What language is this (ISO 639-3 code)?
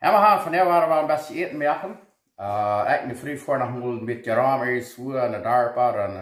pdt